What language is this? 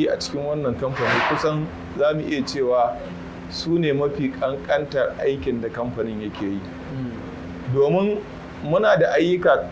Hausa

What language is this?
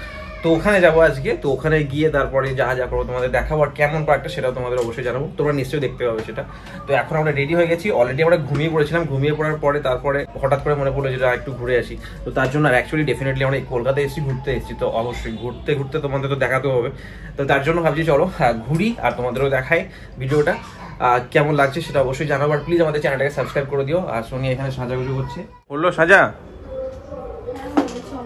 Bangla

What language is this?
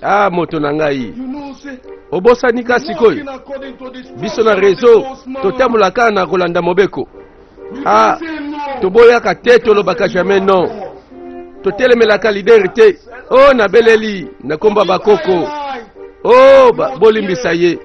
Lingala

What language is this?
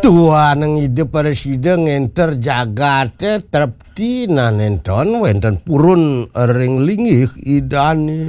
Balinese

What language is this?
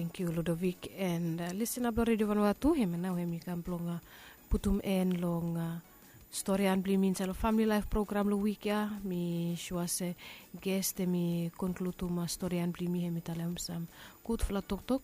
Bislama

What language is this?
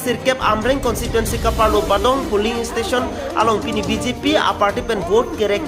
Karbi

